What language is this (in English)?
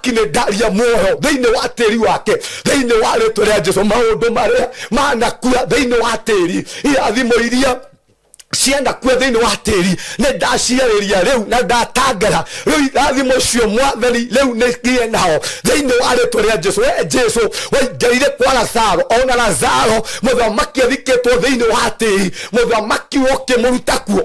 Kikuyu